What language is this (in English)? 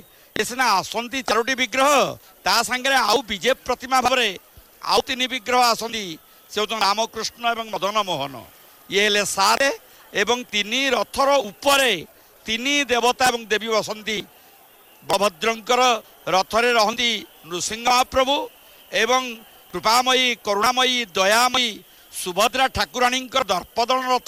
Odia